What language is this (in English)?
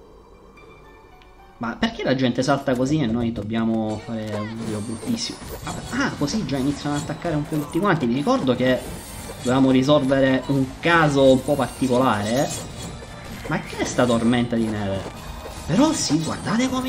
Italian